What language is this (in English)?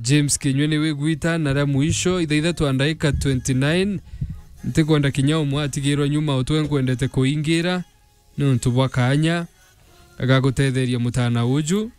Meru